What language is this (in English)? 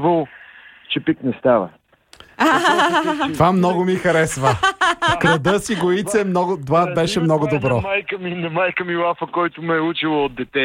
Bulgarian